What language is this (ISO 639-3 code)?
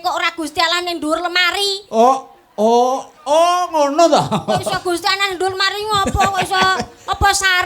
jav